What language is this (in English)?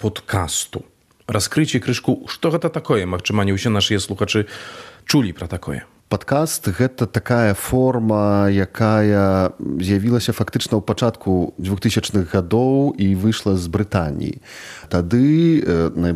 Belarusian